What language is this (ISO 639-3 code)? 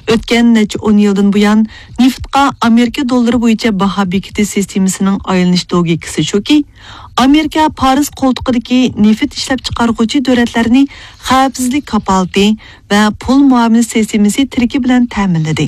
uig